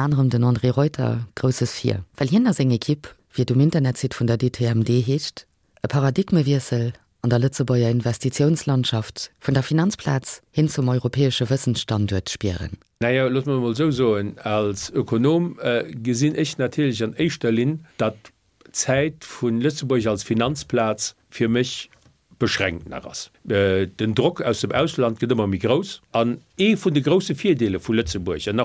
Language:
Luxembourgish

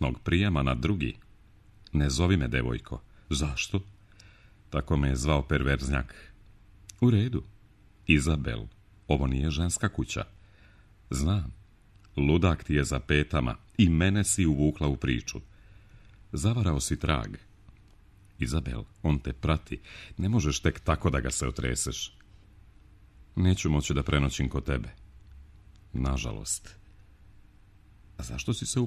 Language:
Serbian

